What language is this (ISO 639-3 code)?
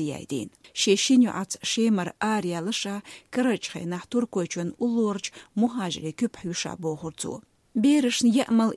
che